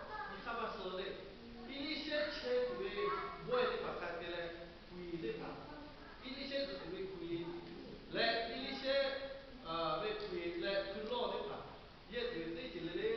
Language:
Lahu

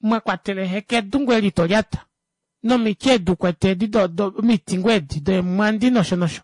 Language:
Kuanyama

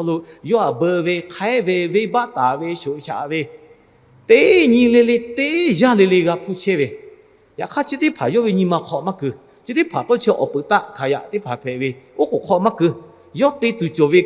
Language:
Lahu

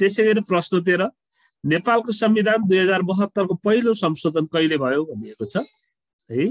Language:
Nepali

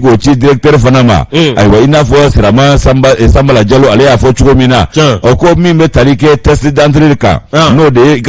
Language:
Bambara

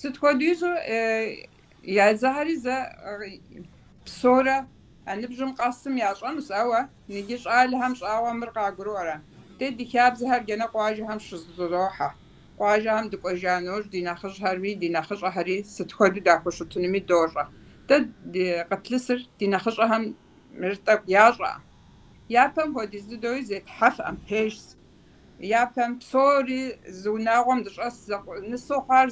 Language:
Kabardian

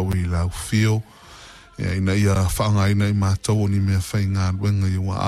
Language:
Samoan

